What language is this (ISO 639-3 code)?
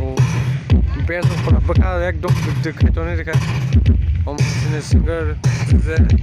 trp